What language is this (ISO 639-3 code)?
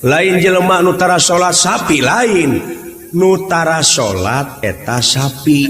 sun